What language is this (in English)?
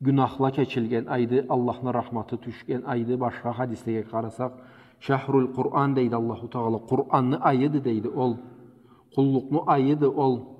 Karachay-Balkar